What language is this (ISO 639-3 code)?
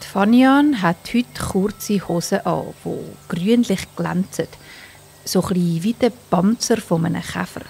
gsw